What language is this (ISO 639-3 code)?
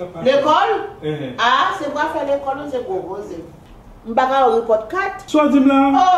hat